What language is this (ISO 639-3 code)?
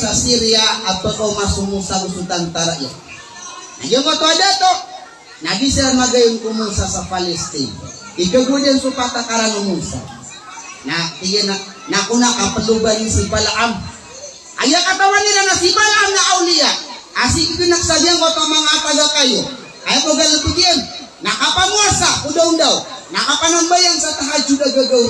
mrw